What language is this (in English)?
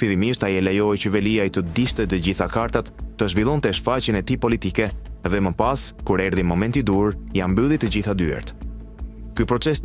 Albanian